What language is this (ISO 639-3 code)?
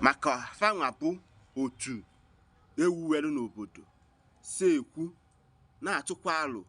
ibo